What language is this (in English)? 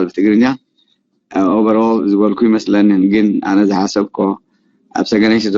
Tigrinya